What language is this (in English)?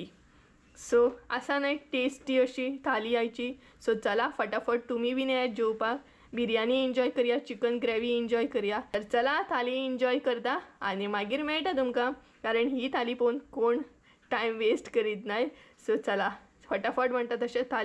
Konkani